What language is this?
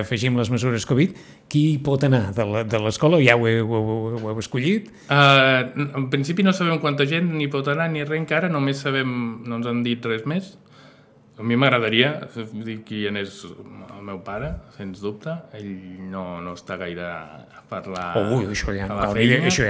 Catalan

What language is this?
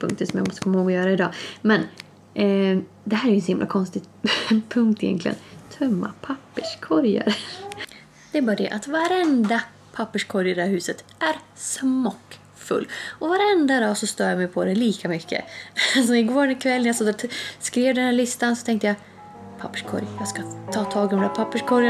Swedish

